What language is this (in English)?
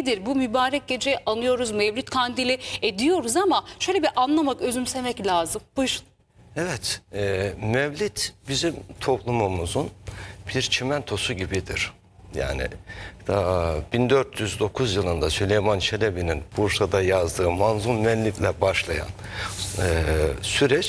Turkish